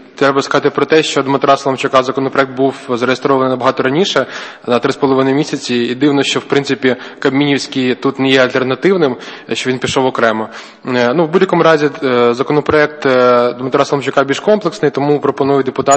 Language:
Ukrainian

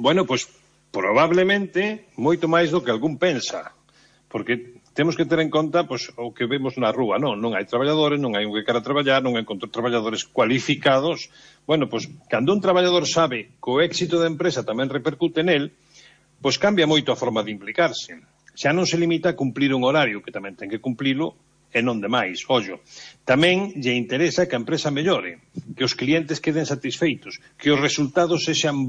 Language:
Galician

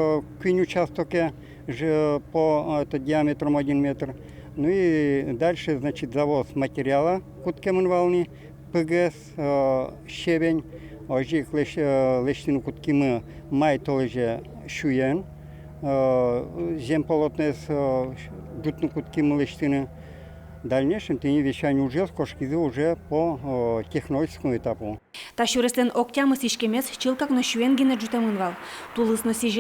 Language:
Udmurt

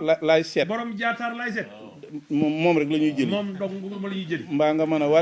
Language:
Wolof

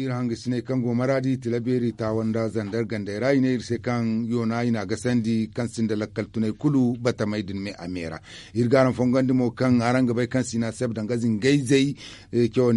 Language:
Zarma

